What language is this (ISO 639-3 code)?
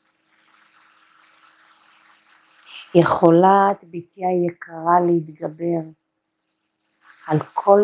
heb